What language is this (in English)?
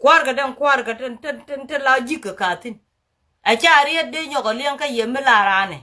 Nuer